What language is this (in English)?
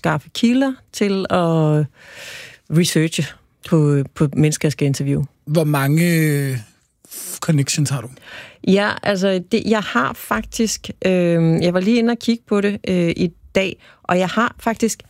Danish